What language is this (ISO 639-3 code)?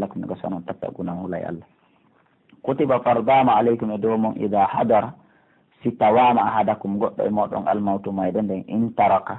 fuf